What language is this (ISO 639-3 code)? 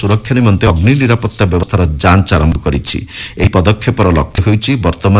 ori